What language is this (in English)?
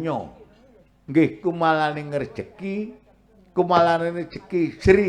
Javanese